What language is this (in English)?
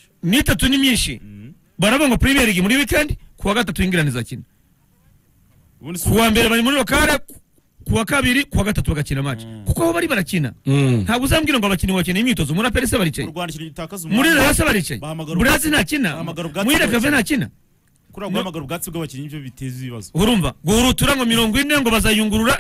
Kinyarwanda